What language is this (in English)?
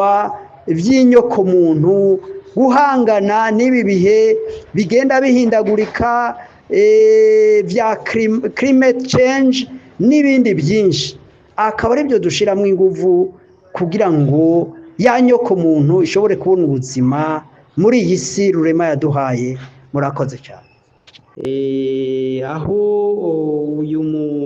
Rundi